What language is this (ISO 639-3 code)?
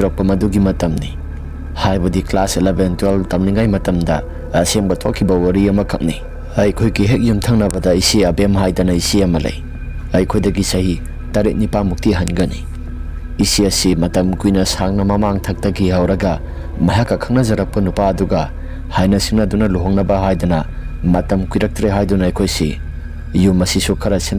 mni